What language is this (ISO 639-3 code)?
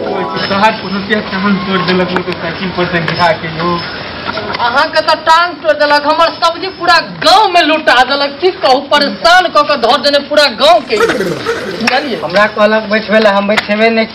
mai